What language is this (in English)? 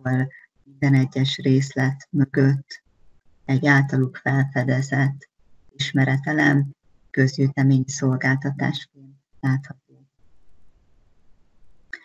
Hungarian